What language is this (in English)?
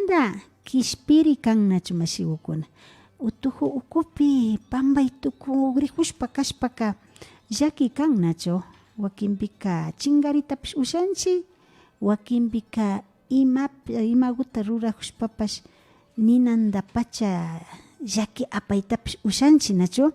Imbabura Highland Quichua